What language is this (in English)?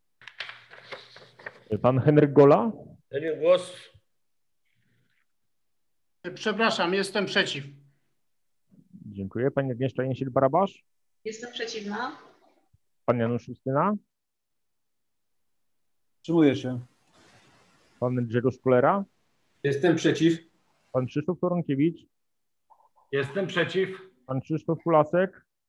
Polish